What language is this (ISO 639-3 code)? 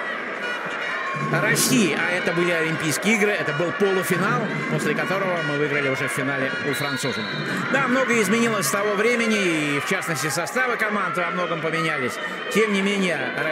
rus